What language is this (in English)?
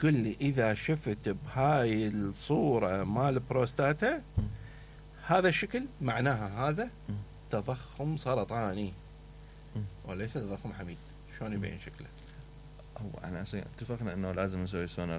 Mesopotamian Arabic